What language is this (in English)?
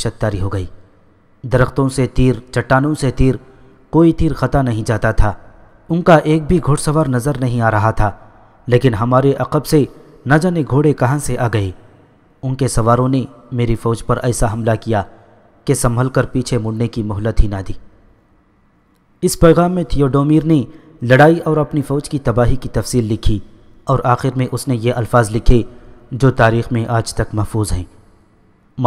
Urdu